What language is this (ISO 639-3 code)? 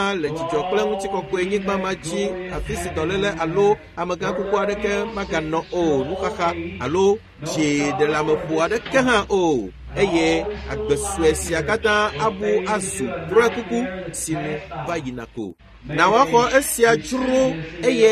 ewe